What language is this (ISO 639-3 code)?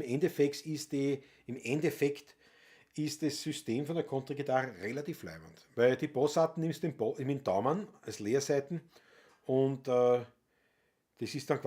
bar